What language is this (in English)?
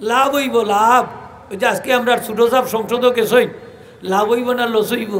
Sylheti